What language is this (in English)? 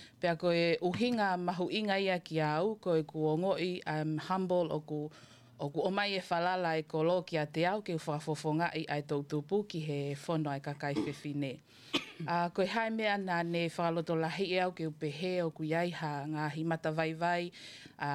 Tongan